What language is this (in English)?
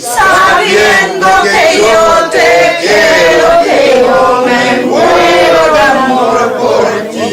Ladino